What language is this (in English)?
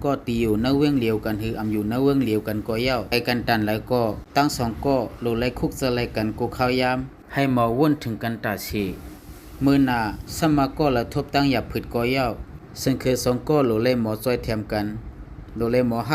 Shan